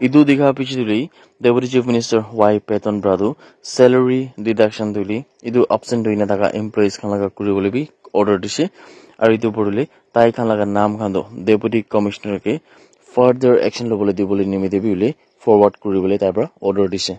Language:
Naga Pidgin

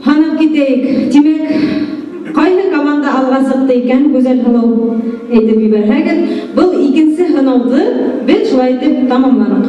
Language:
Bashkir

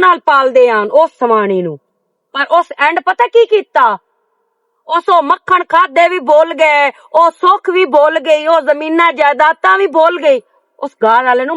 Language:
Western Panjabi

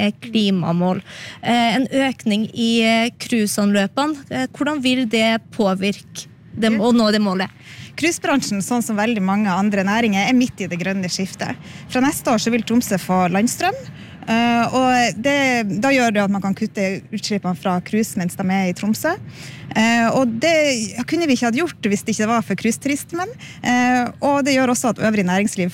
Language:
Norwegian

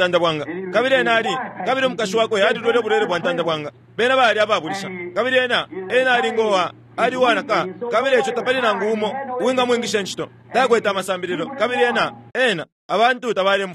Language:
Bemba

